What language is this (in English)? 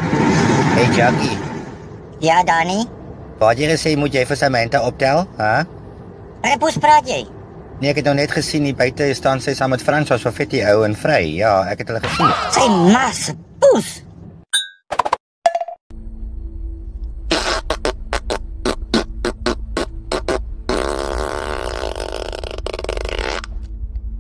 Afrikaans